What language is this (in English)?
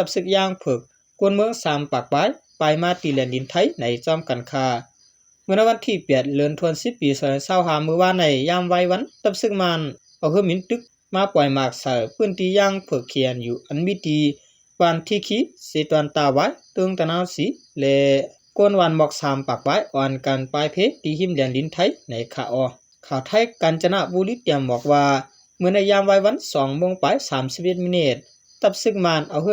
Shan